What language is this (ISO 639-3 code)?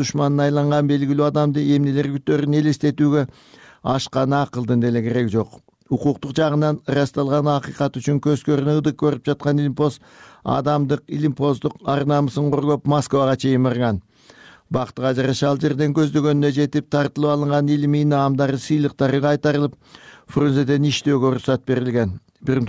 kir